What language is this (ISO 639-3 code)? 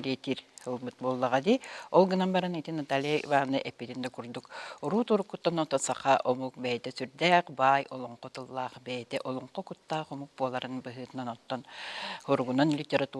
sah